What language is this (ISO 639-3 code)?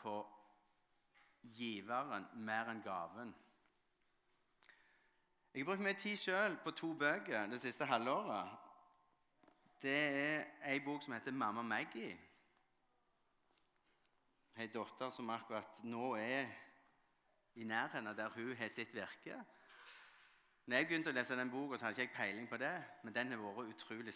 nor